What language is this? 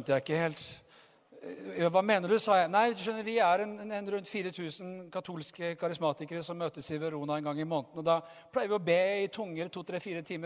Norwegian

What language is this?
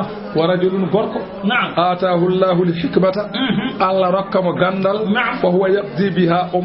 Fula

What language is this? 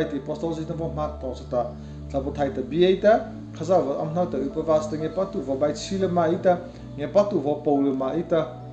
Mara Chin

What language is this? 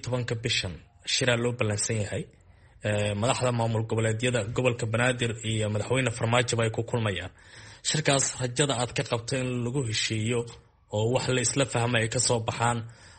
Somali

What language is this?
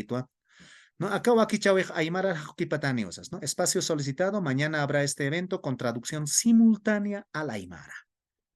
Aymara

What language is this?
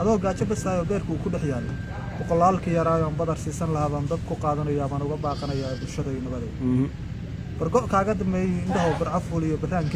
Somali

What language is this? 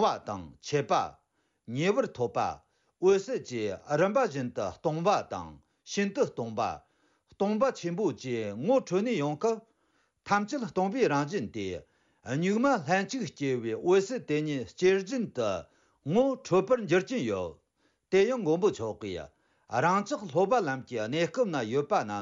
Tibetan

